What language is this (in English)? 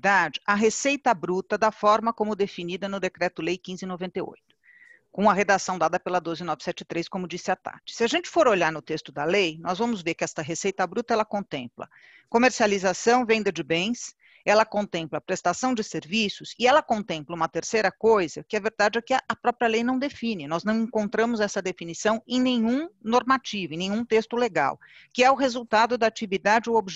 Portuguese